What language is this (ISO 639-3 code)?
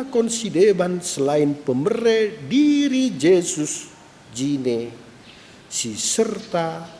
btx